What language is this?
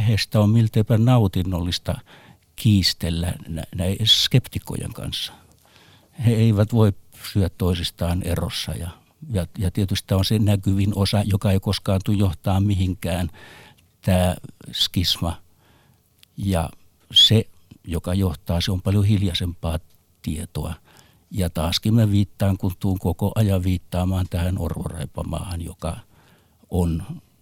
Finnish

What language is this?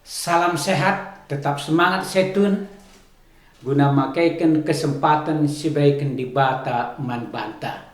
Batak Karo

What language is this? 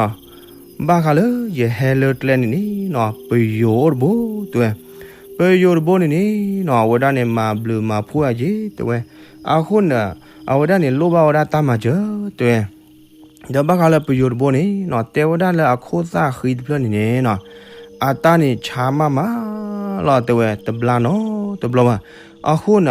S'gaw Karen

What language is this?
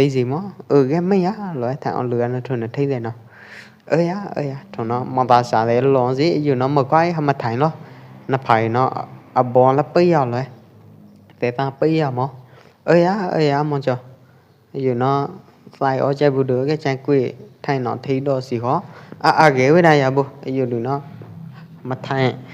Pwo Eastern Karen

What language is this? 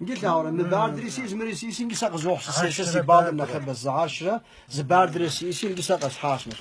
Kabardian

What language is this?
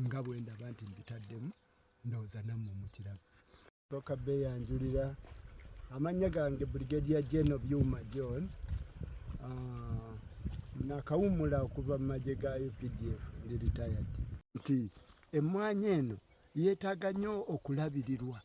Ganda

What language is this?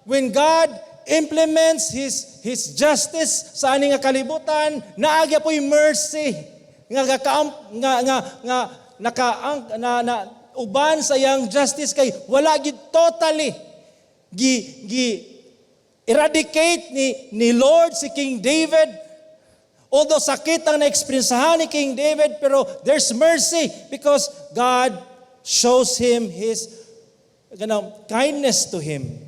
Cebuano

